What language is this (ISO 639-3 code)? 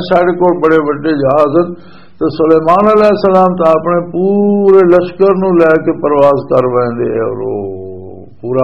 lah